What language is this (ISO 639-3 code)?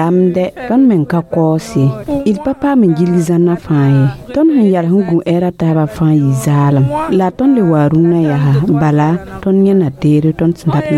mos